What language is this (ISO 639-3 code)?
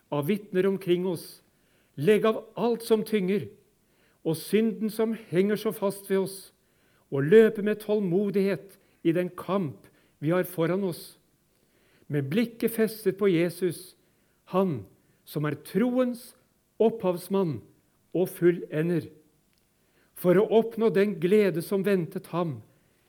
nor